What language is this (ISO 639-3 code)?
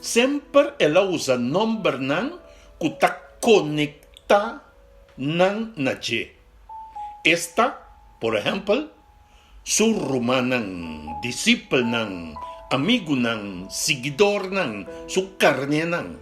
pap